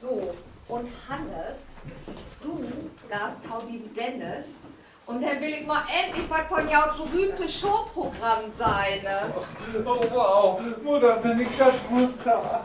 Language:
Low German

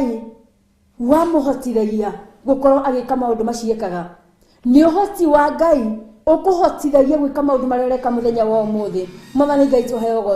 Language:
Kikuyu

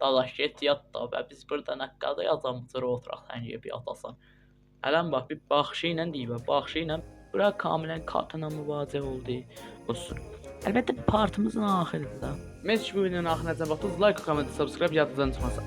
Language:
South Azerbaijani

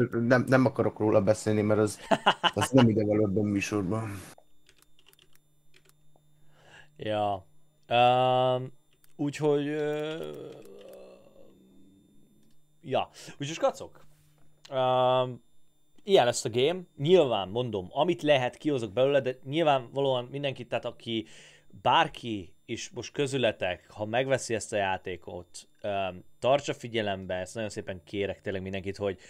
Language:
Hungarian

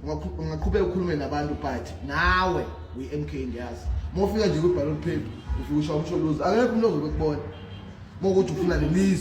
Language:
Zulu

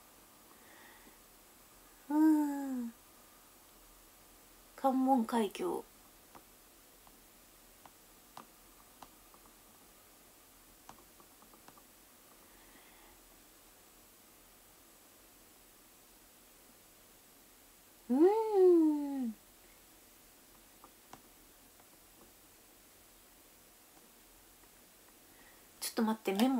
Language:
Japanese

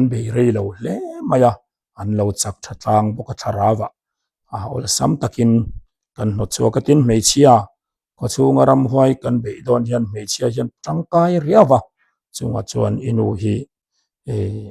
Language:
Mizo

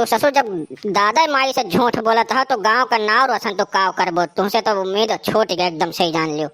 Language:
Awadhi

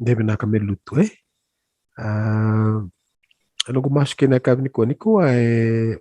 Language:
Fijian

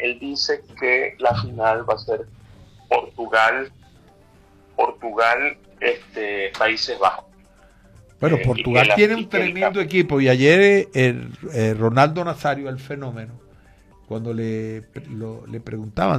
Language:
Spanish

